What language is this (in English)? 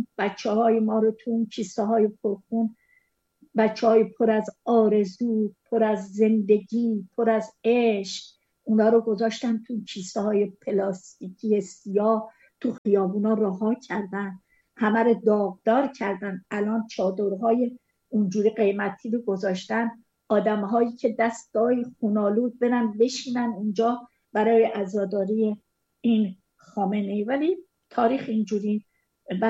Persian